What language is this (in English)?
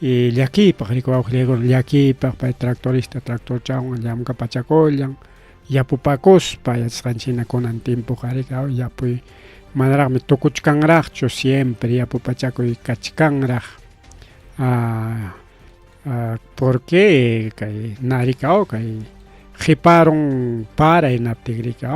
Ayacucho Quechua